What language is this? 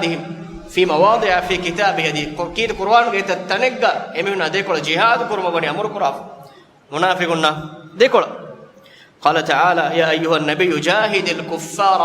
Divehi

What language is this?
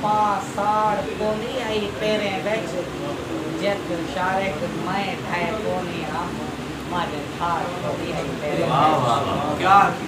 Saraiki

